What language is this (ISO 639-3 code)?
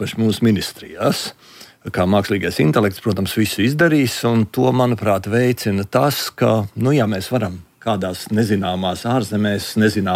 lav